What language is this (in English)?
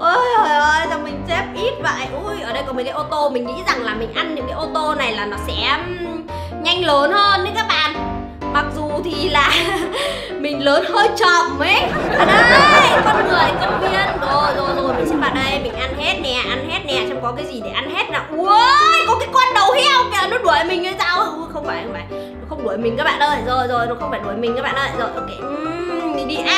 Vietnamese